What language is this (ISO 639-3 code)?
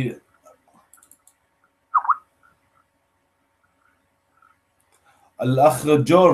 ara